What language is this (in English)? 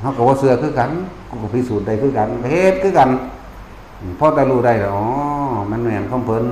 Lao